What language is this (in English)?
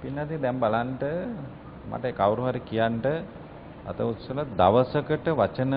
Sinhala